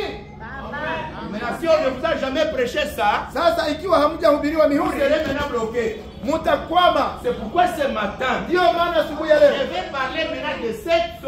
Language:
Swahili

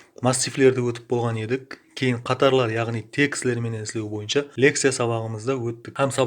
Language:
Kara-Kalpak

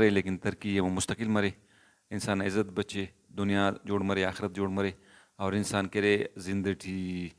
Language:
Brahui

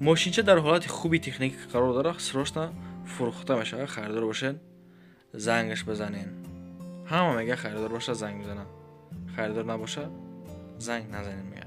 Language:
Tajik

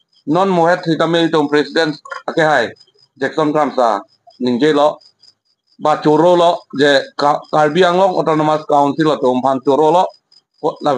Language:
Karbi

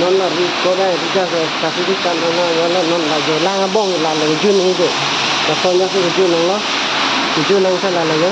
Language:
Karbi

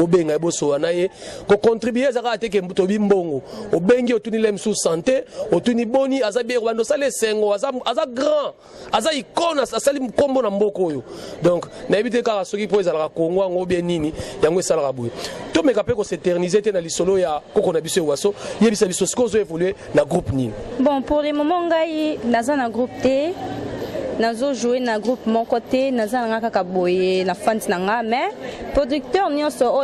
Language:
Lingala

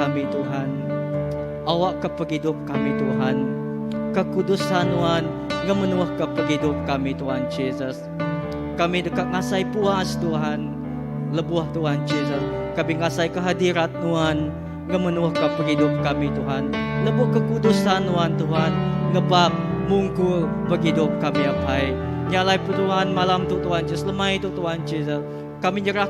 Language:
Iban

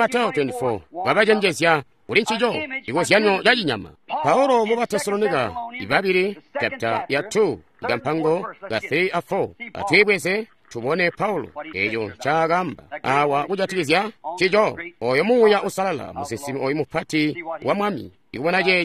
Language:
Tonga (Zambia)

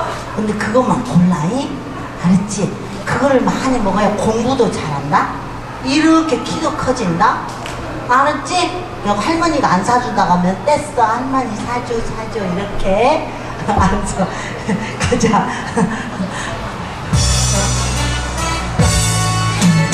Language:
Korean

